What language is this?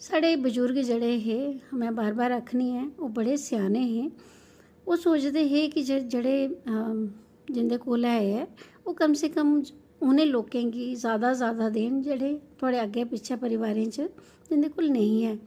Dogri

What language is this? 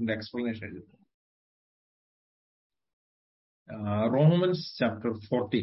Malayalam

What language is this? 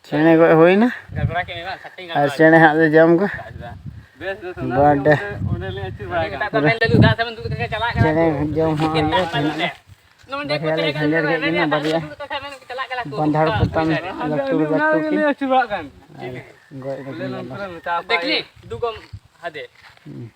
Santali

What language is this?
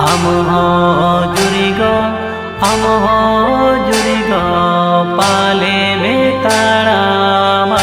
Santali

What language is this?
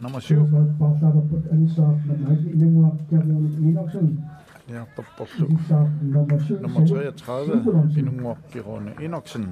Kalaallisut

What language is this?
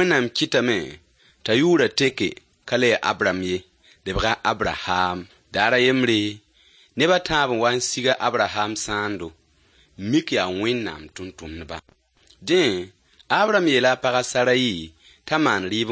Mossi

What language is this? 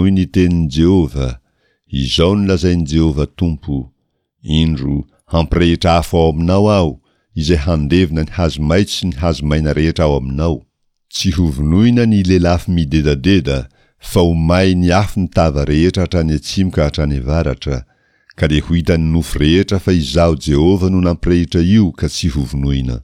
Malagasy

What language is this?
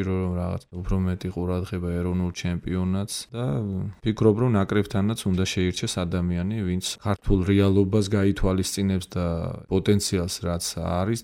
Georgian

